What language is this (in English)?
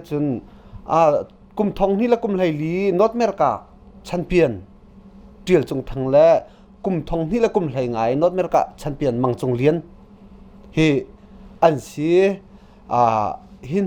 Hakha Chin